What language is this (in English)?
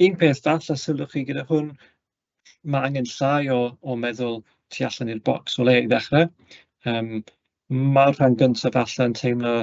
Welsh